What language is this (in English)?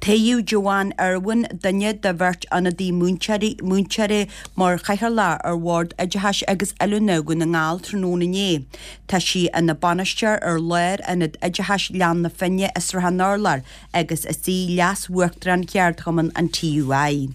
Irish